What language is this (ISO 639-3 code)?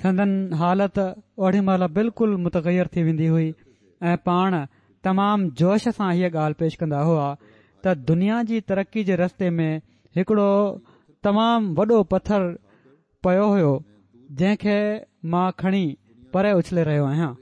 snd